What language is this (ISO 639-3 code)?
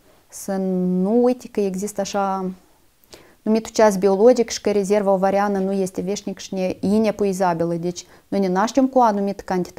ron